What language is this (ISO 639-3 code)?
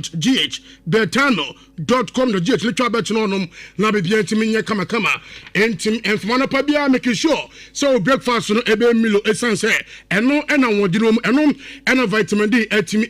aka